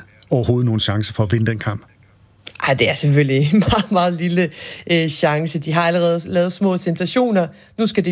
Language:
Danish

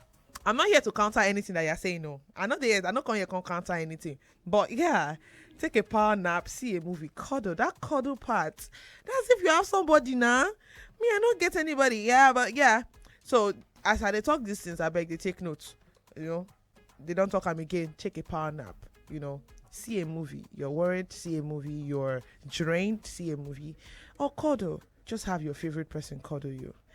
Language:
Nigerian Pidgin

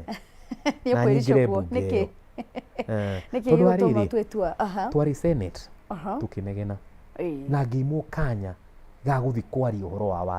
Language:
Kikuyu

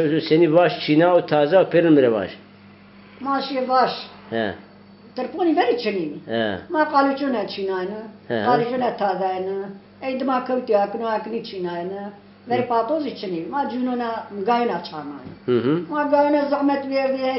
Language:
Zaza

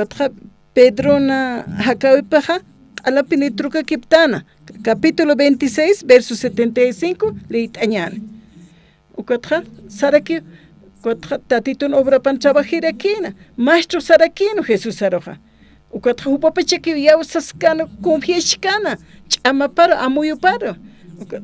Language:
Aymara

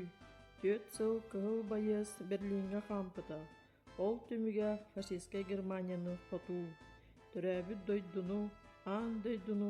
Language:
Yakut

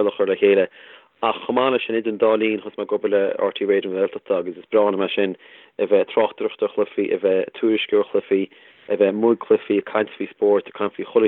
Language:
Irish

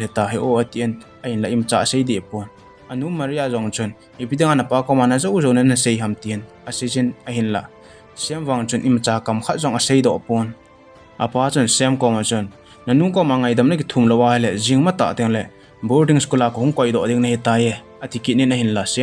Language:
Thado Chin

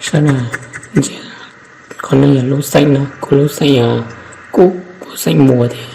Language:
Hmong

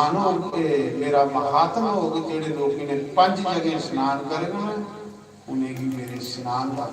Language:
Dogri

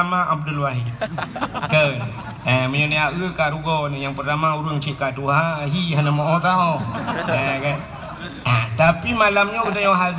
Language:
Achinese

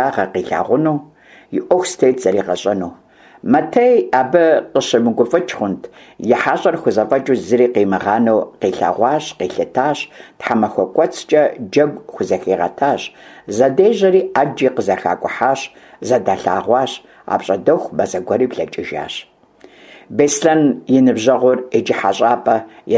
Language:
Kabardian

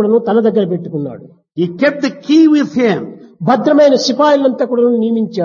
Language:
Telugu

